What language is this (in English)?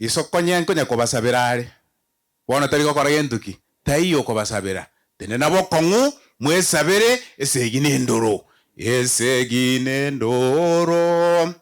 Gusii